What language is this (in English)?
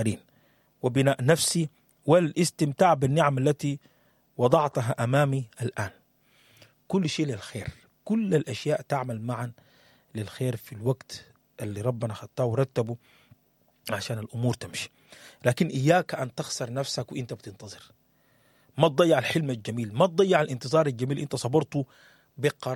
Sudanese Arabic